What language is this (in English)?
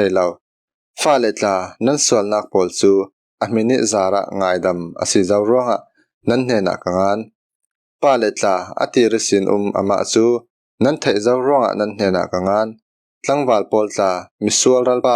Falam Chin